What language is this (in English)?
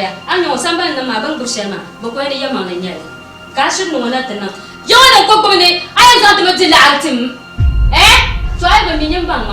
Dagbani